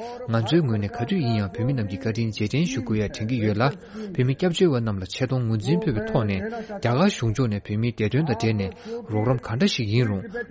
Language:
Tibetan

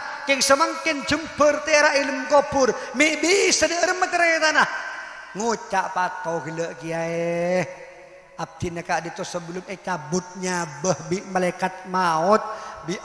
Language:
Madurese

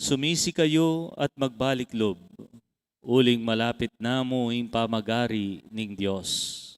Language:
Pampanga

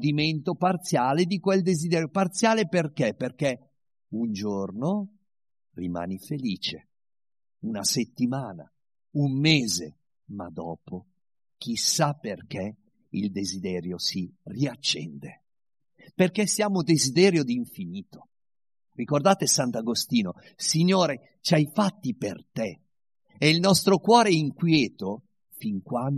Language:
Italian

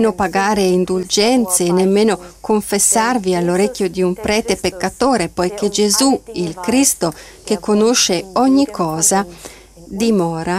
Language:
Italian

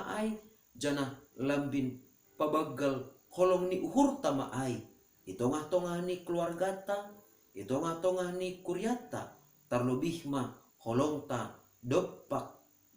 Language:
Batak Simalungun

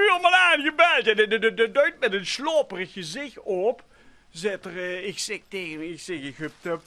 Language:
Limburgish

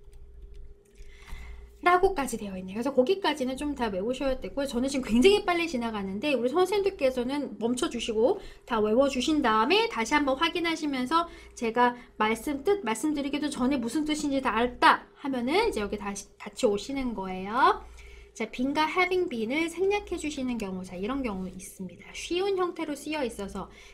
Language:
Korean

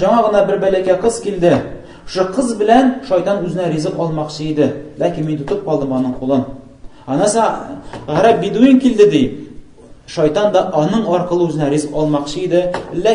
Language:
Tatar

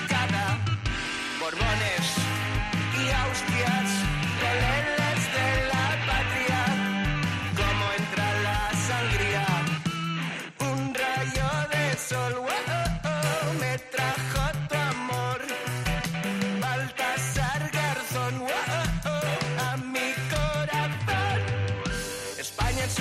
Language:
Spanish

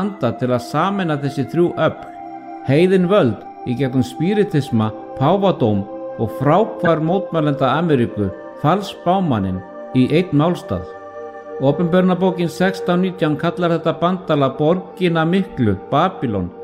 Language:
Icelandic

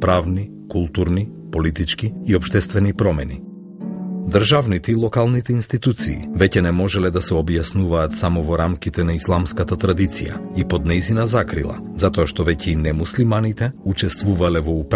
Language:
Macedonian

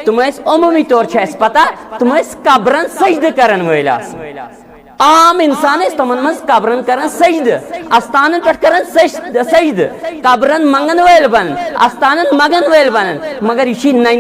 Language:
Kashmiri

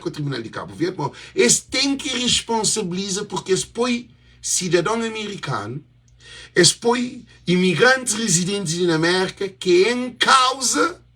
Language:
Kabuverdianu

